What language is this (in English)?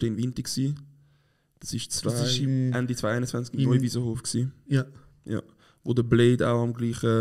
Swiss German